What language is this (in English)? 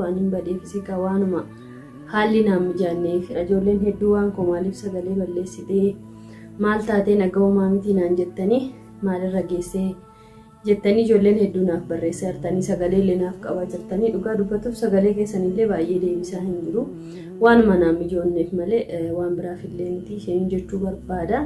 Oromo